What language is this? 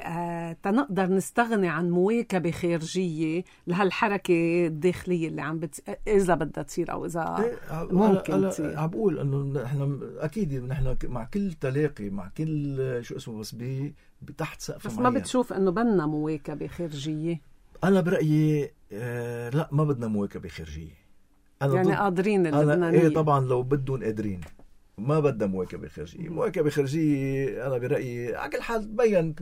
North Levantine Arabic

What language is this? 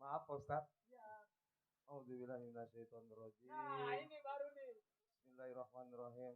Betawi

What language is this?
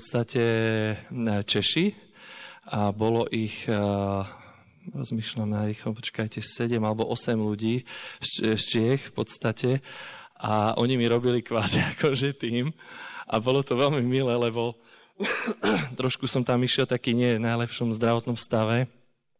Slovak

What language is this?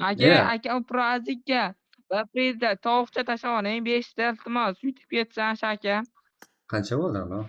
Kara-Kalpak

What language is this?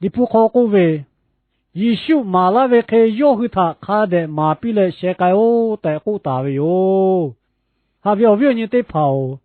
Lahu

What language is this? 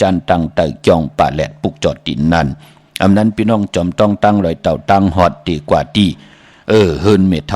Shan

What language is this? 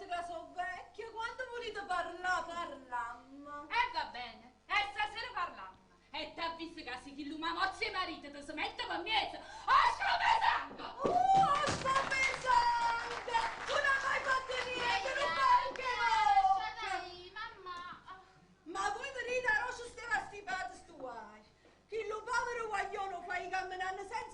Neapolitan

